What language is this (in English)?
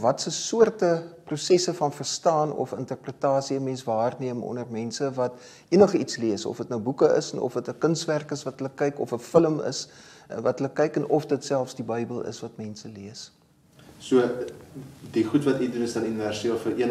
Afrikaans